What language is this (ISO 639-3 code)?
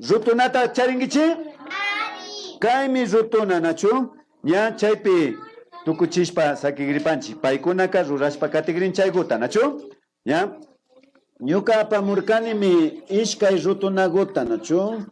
qvi